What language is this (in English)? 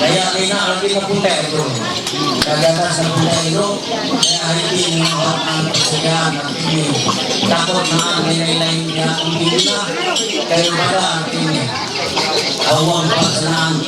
Ma'anyan